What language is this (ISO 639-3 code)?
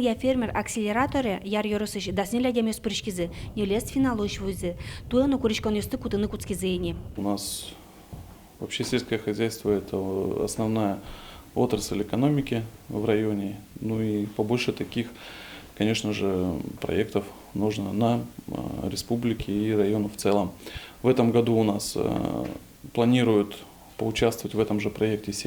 udm